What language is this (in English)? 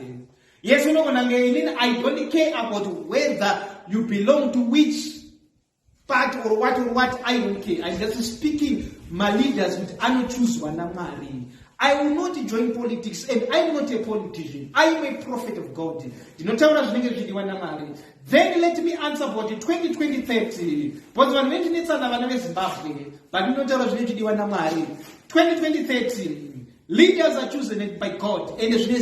Shona